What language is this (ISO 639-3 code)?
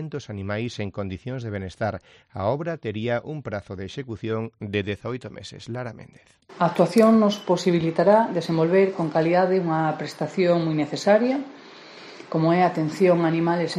glg